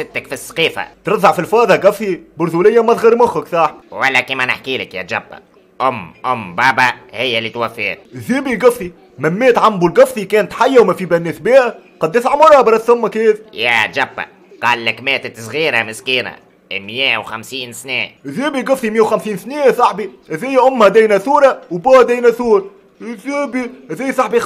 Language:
Tunisian Arabic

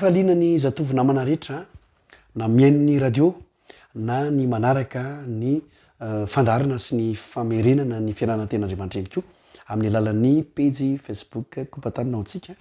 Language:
Malagasy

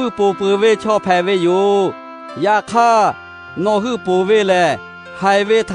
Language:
Lahu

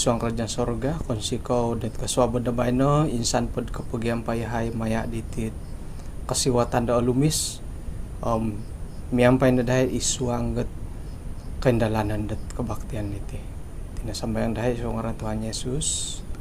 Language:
Central Dusun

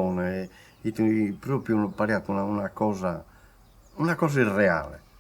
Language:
Sardinian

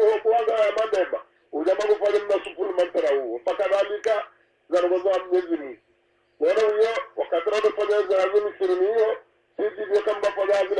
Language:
Swahili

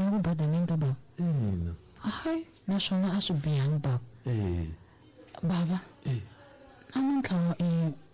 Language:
Tsonga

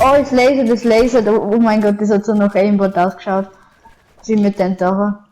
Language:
Bavarian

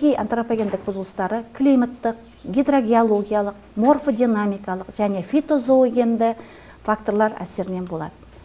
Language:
Kazakh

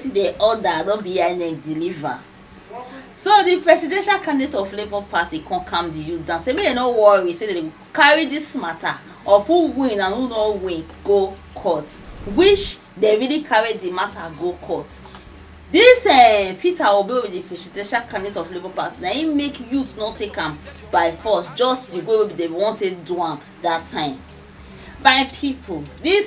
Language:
Nigerian Pidgin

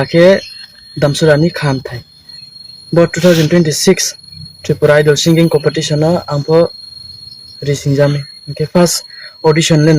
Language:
Riang (India)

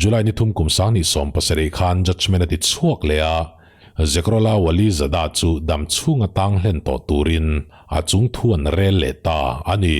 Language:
Mizo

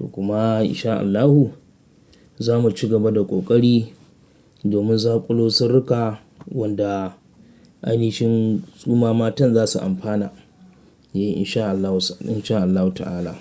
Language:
Hausa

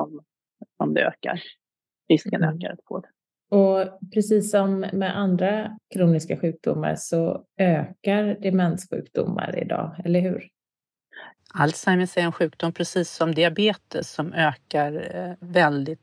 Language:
Swedish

